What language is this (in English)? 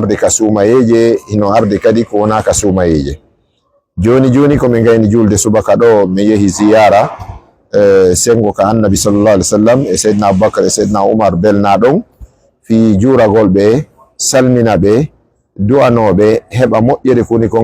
Fula